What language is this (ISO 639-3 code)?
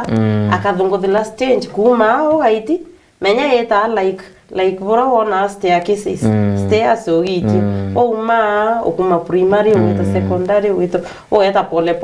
mer